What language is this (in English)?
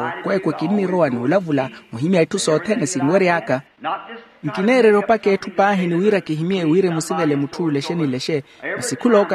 Makhuwa